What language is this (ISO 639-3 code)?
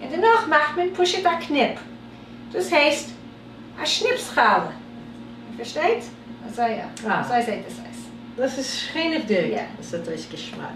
yid